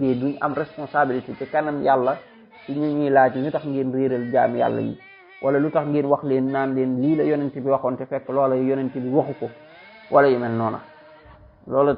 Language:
Wolof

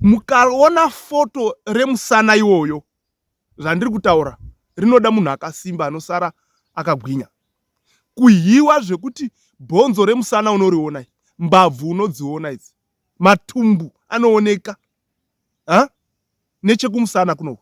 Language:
Shona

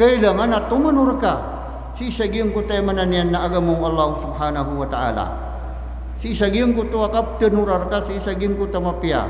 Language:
Maranao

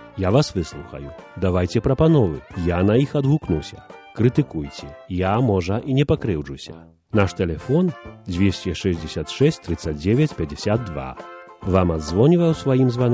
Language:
Belarusian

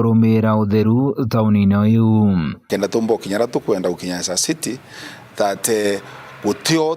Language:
Meru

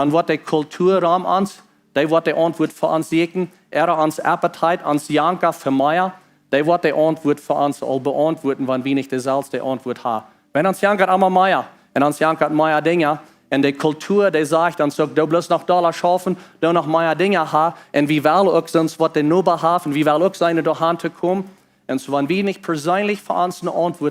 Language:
Plautdietsch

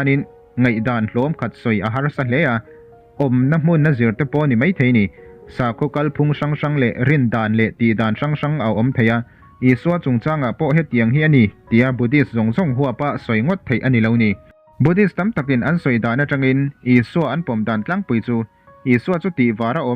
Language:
Mizo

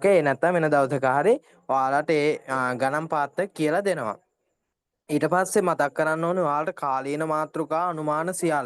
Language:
Sinhala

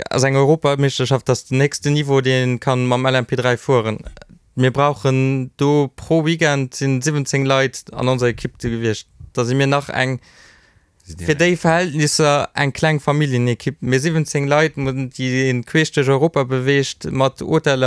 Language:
Luxembourgish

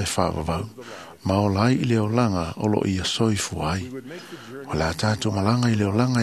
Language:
Samoan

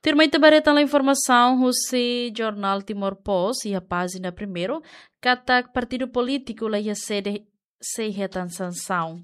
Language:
Tetum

